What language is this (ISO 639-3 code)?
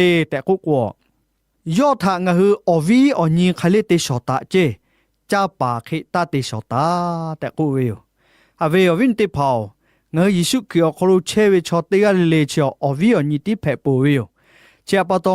lhu